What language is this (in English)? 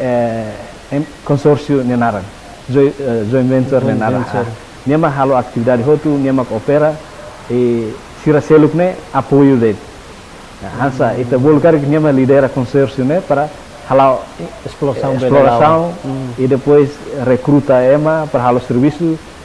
Tetum